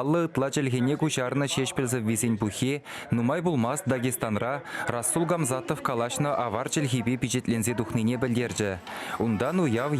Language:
Chuvash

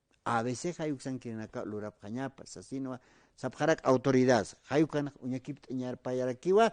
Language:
Aymara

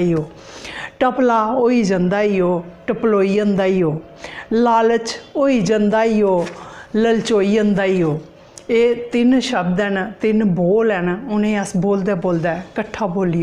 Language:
Dogri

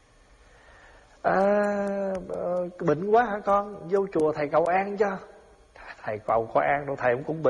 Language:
Vietnamese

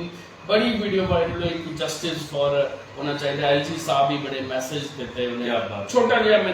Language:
Dogri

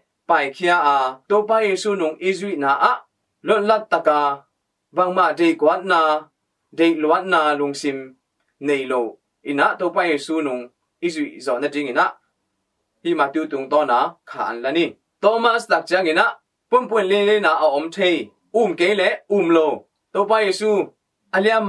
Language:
Tedim Chin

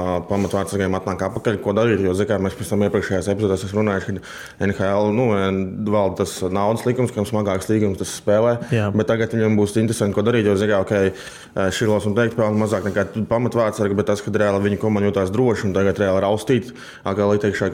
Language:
Latvian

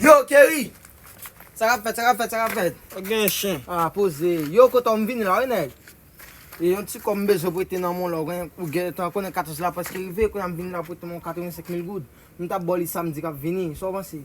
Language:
Haitian Creole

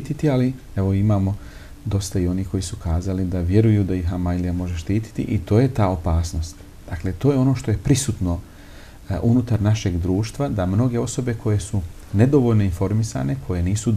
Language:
Bosnian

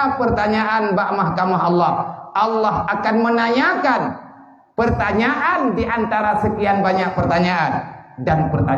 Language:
Achinese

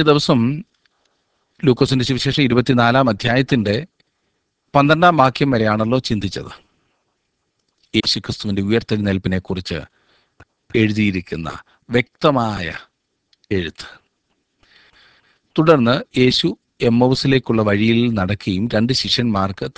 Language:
Malayalam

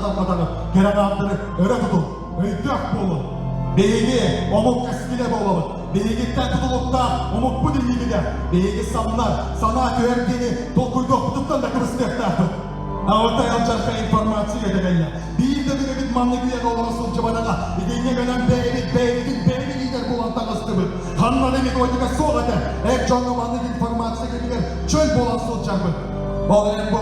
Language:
Yakut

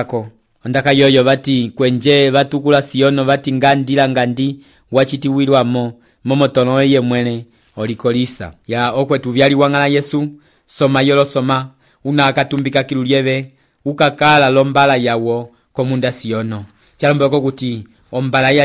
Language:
Umbundu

